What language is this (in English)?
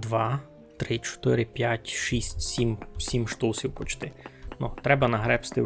Rusyn